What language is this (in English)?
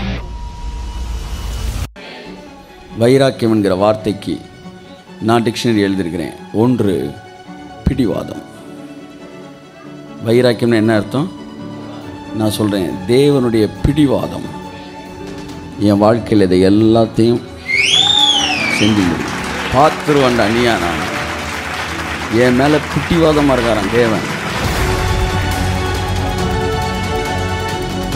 Tamil